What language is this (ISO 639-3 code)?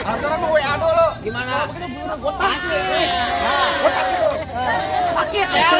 bew